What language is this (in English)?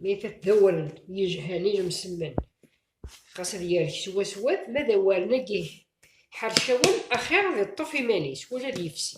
Kabyle